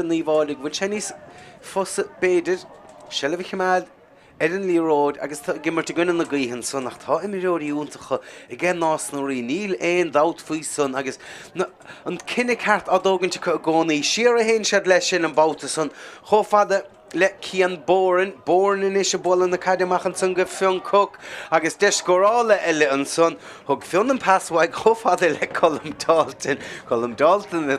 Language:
Irish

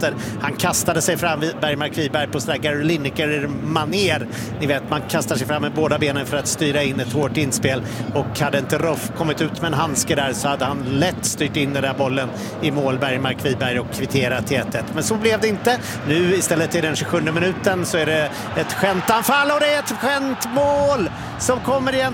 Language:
Swedish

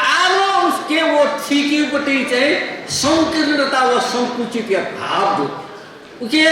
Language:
Newari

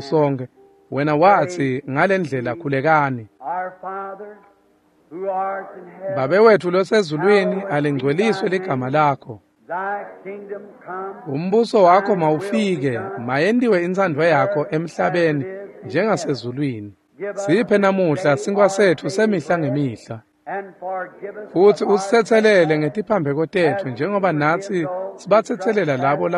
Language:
Swati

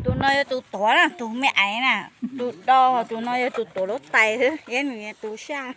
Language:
Hmong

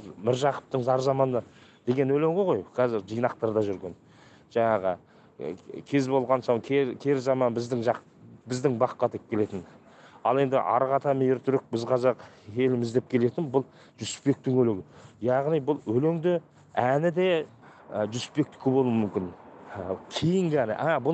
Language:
Kazakh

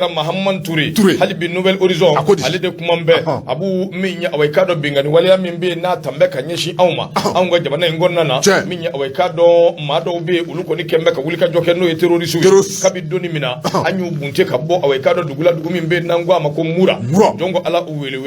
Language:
Bambara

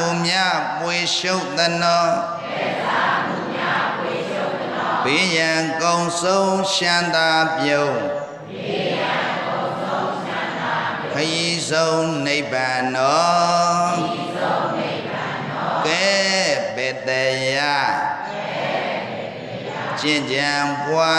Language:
Burmese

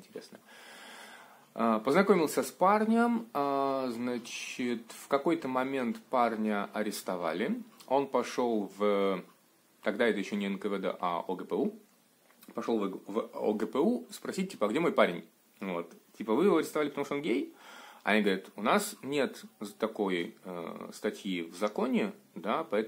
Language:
Russian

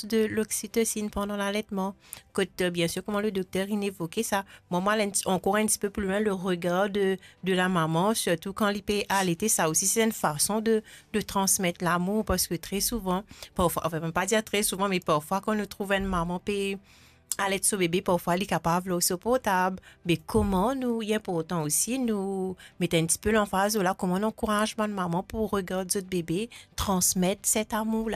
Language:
Morisyen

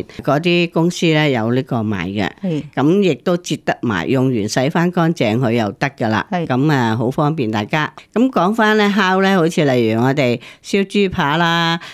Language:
Cantonese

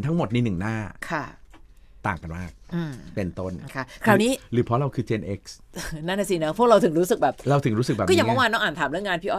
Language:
Thai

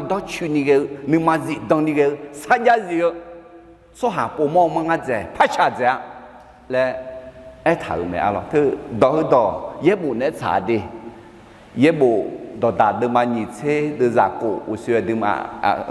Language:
Akha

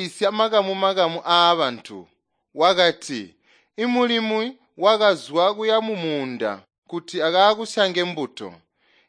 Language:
Tonga (Zambia)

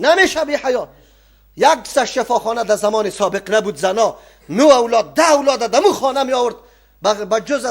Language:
Persian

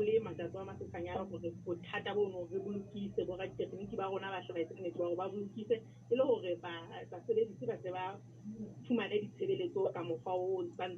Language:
Southern Sotho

